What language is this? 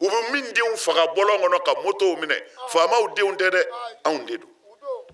Bambara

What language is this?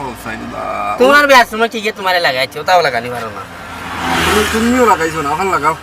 Sylheti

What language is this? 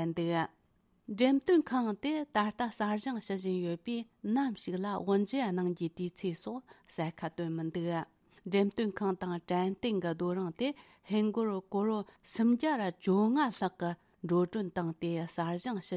Tibetan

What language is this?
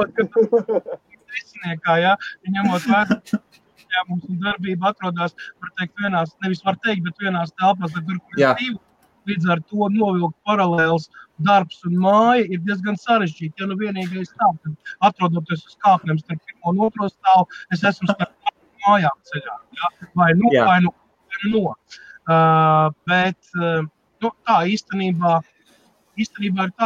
Latvian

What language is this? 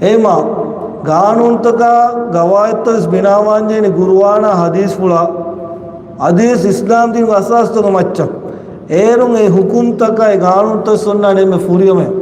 Divehi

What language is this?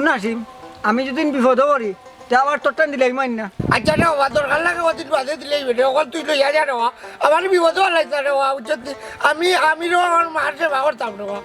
Sylheti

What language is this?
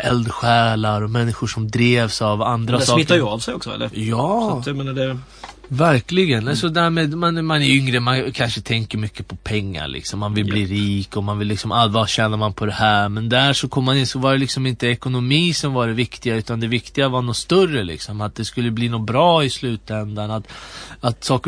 Swedish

